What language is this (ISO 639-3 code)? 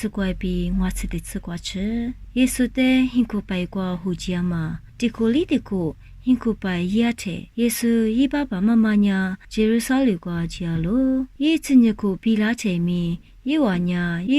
lis